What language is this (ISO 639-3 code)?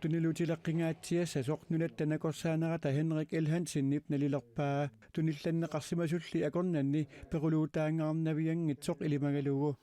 kal